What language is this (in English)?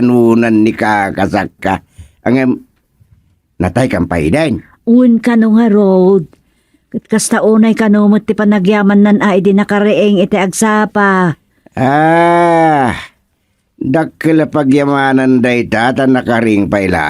Iloko